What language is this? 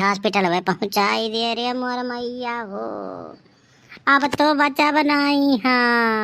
Awadhi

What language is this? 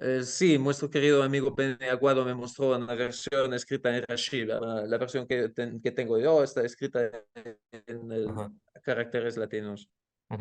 Ladino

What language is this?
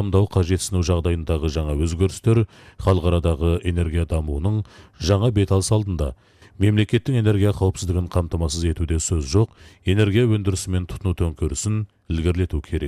Kazakh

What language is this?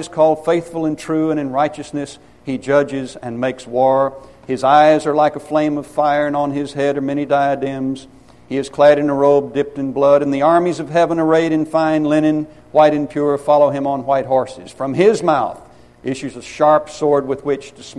English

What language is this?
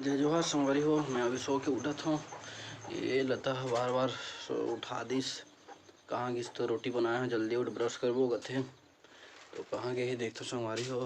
Chhattisgarhi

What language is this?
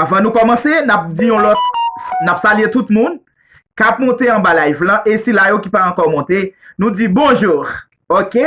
Haitian Creole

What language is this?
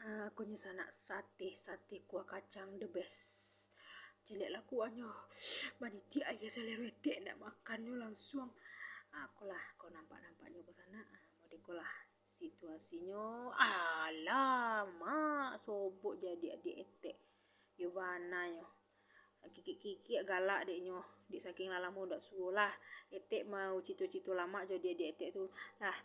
Minangkabau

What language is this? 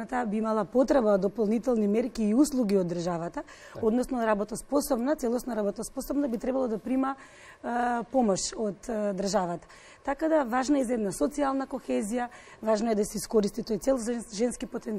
Macedonian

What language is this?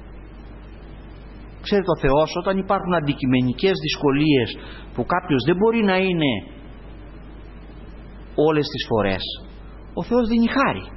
Greek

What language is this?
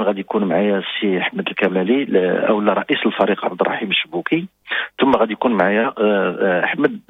Moroccan Arabic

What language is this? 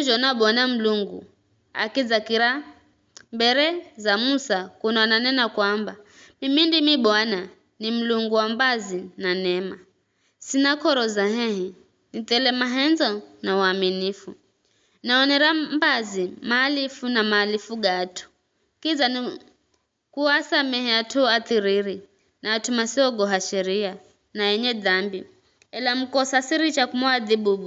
Giryama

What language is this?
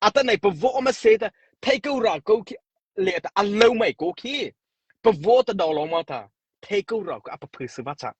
Mara Chin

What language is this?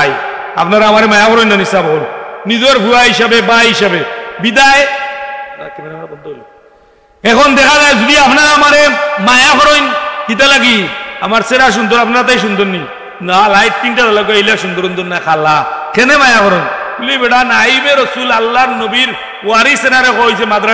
Sylheti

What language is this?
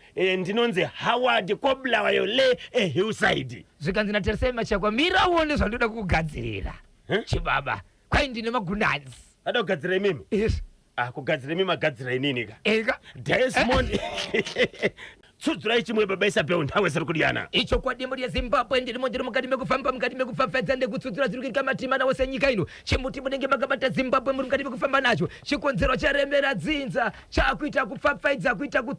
Shona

